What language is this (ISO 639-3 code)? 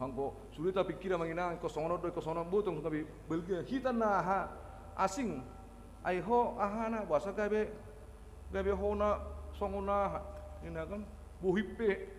bbc